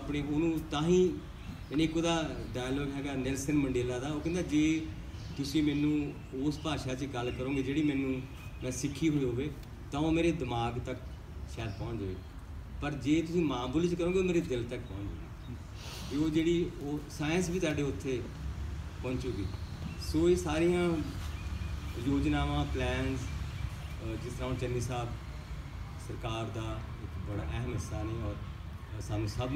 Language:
Punjabi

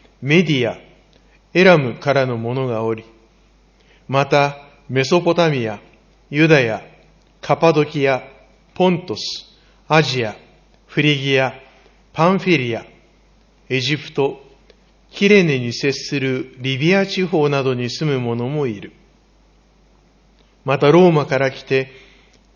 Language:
Japanese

